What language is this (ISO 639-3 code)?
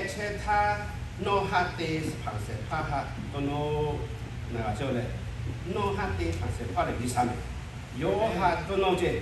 lhu